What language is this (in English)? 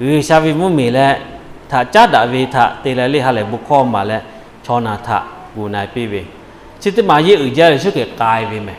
Lahu